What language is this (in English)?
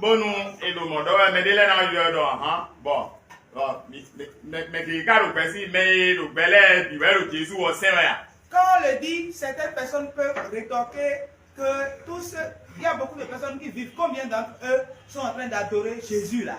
Fon